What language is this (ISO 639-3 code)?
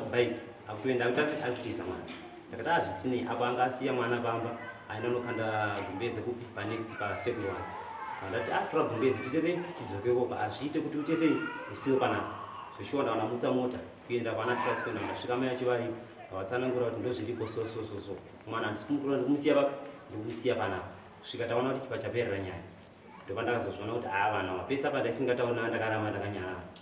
sna